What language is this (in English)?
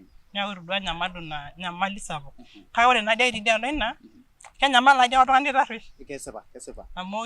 Masai